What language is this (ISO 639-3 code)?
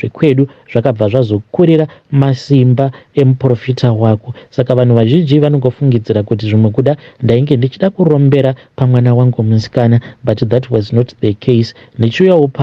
sna